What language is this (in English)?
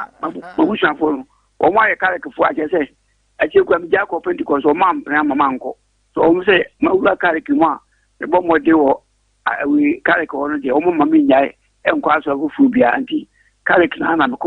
Akan